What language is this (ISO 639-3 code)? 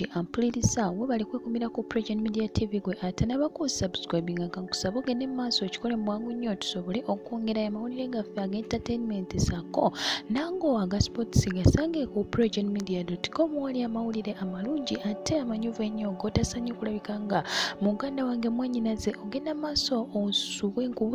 lug